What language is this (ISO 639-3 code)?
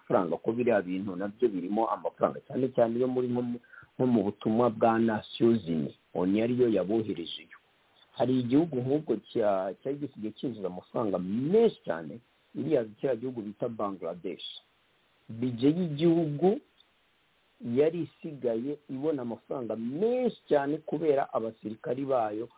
kin